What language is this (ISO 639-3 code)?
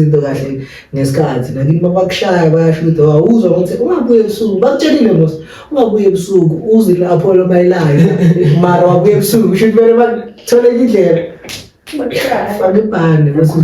zul